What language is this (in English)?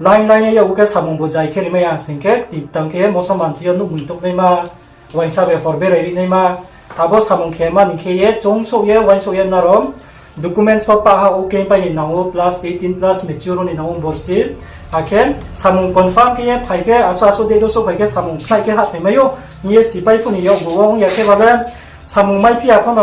Riang (India)